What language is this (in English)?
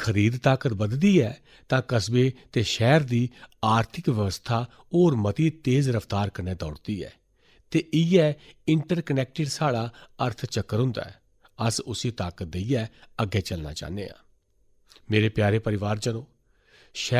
Dogri